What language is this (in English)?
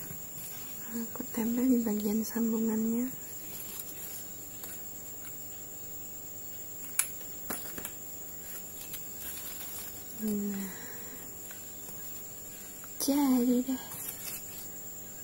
Indonesian